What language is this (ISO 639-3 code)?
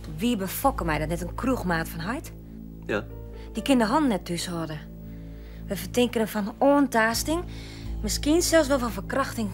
fry